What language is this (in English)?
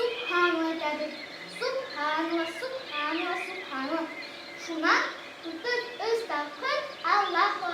Bashkir